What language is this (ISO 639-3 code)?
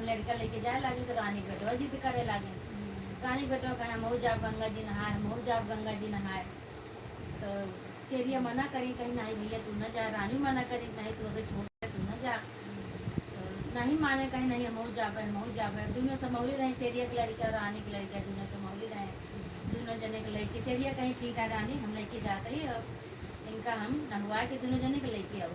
awa